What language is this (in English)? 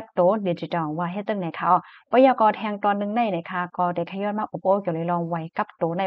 Shan